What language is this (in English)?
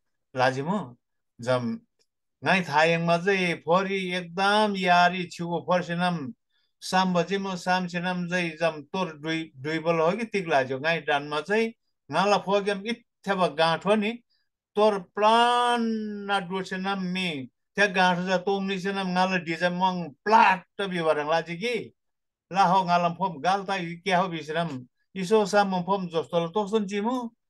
Eastern Tamang